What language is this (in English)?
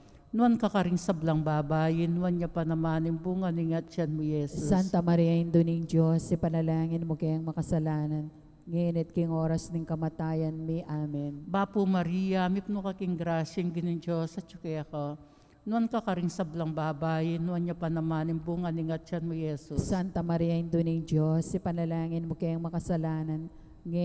Pampanga